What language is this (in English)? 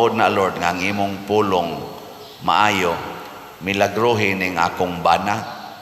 Cebuano